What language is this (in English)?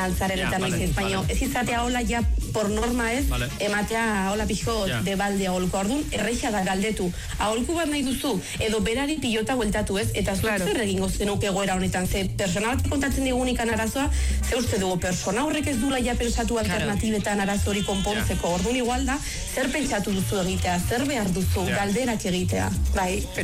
Basque